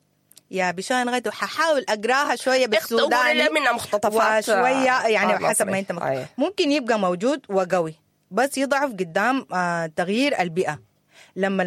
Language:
Sudanese Arabic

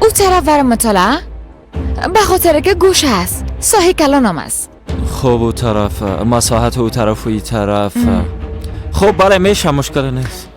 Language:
Persian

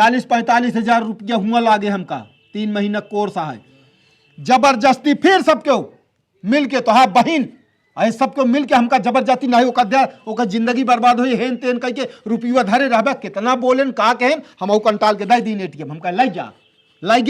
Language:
Awadhi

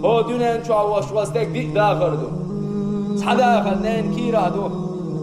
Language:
Chechen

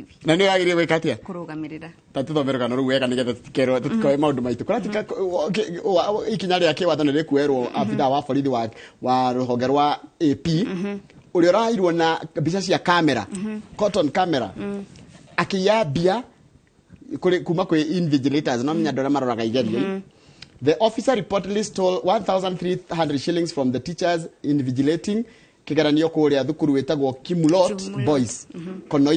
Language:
Kikuyu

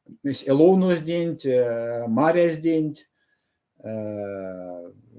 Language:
Erzya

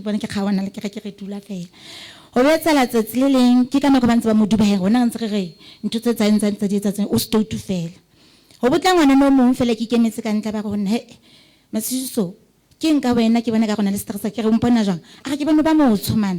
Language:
Southern Sotho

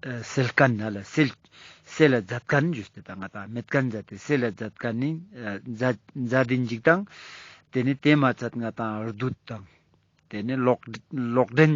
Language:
Ladakhi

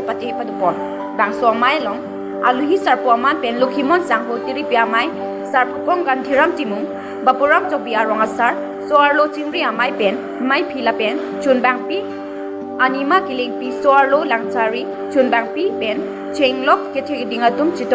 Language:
Karbi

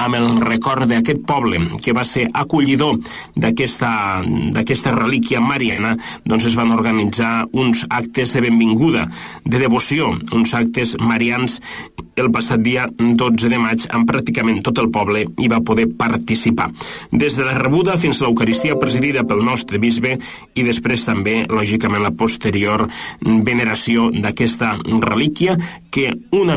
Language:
Catalan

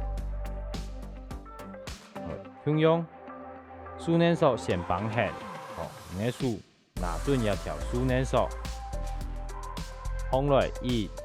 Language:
Hakka Chinese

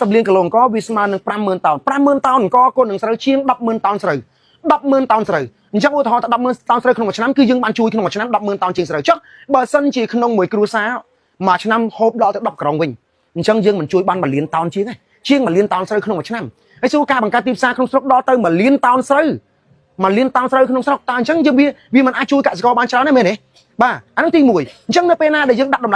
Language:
Khmer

